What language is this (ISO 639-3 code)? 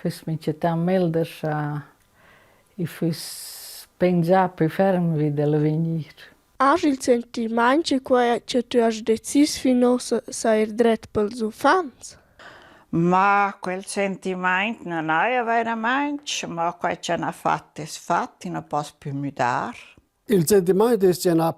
roh